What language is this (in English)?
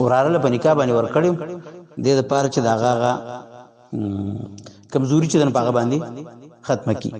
Pashto